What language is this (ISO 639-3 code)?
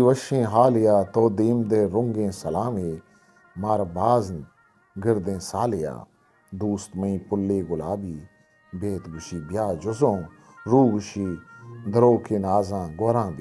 bgp